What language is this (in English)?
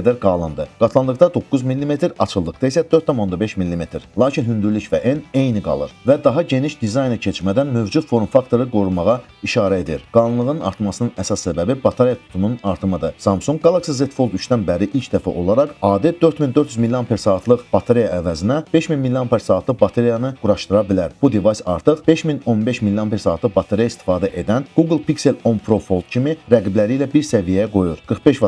Azerbaijani